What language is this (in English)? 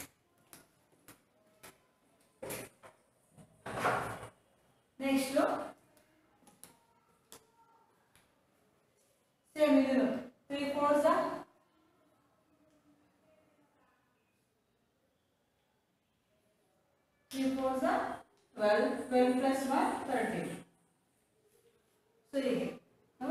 Kannada